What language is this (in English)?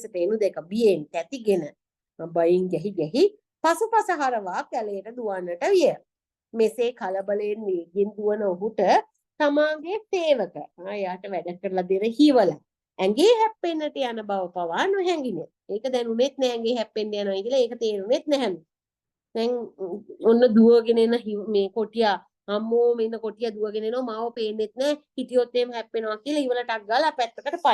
Sinhala